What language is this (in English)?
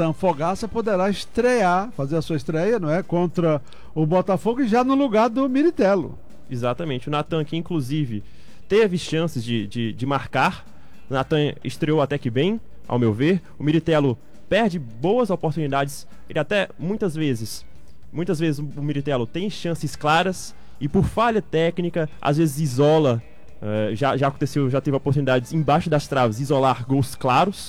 Portuguese